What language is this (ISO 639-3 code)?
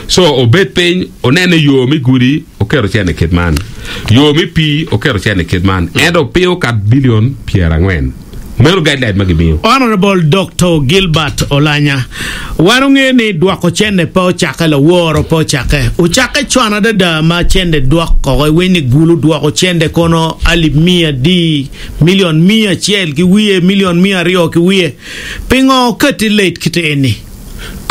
ach